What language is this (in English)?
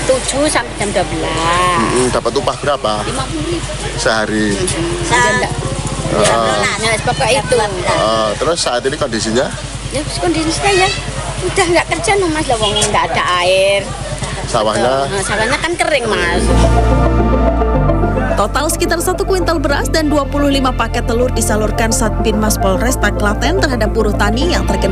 Indonesian